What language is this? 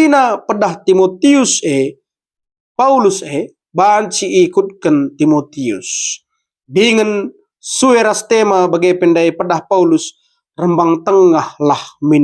Batak Karo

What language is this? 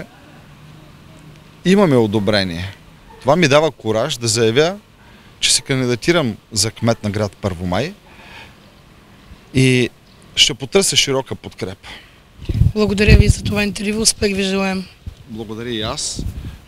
Bulgarian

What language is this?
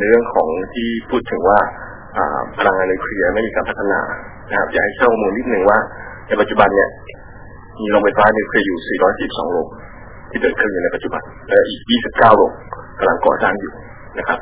Thai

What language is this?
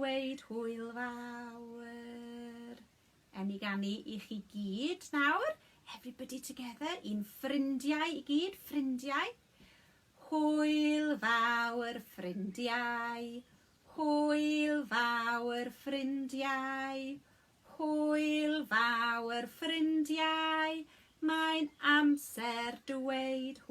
Welsh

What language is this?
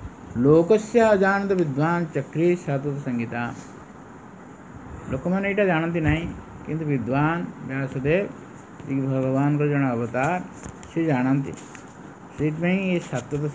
Odia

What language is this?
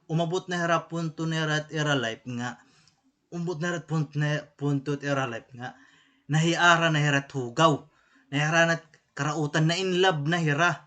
Waray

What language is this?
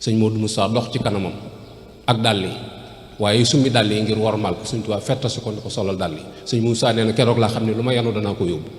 Wolof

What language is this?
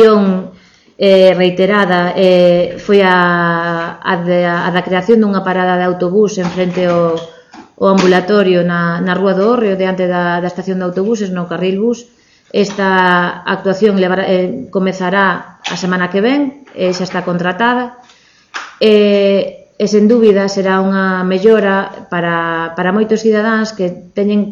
Galician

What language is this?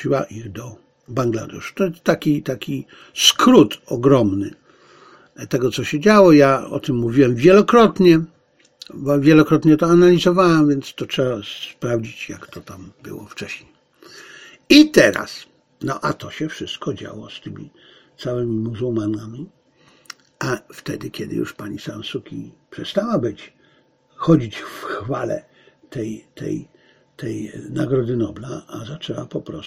Polish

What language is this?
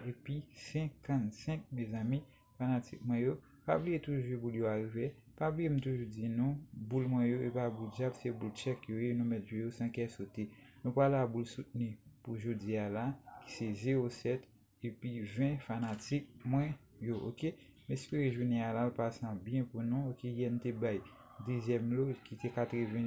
Haitian Creole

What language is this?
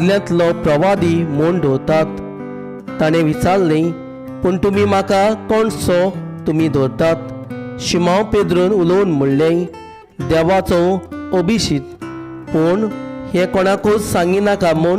Konkani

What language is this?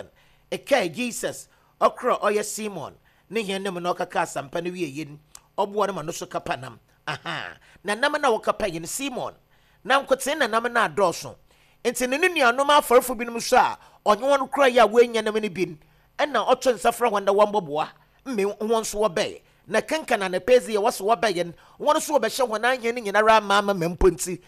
Akan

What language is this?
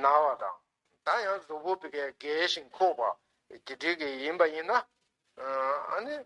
Tibetan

